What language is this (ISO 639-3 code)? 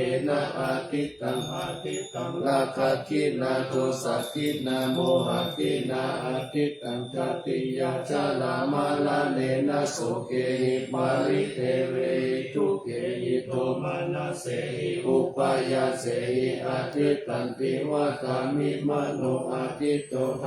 pli